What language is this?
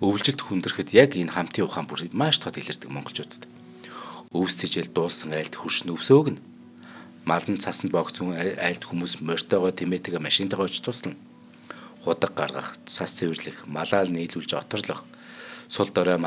Mongolian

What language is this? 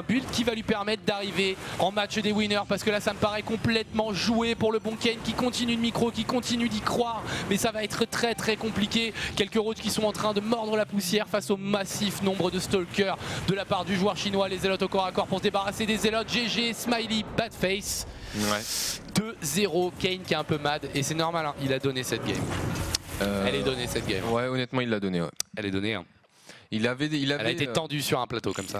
French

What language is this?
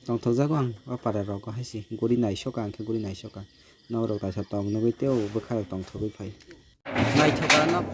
Kok Borok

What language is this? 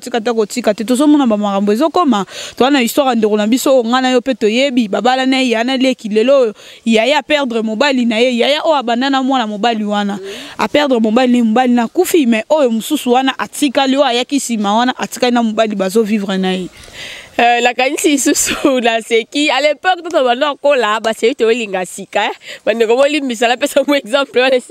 Lingala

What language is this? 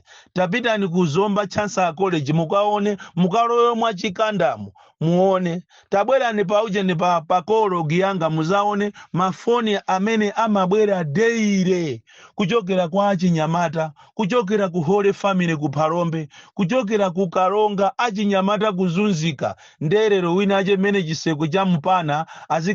Nyanja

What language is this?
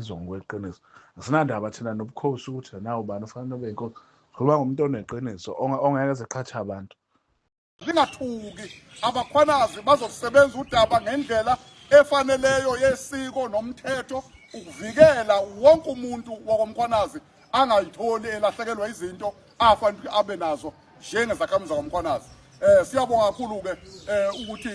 Zulu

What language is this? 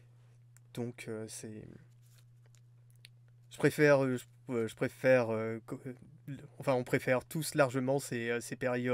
French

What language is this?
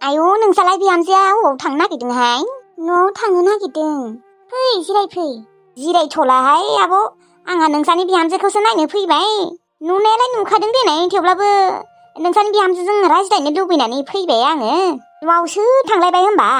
Bodo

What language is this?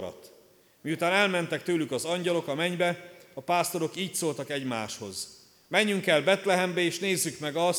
Hungarian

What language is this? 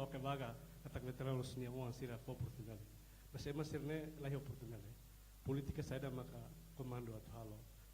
Tetum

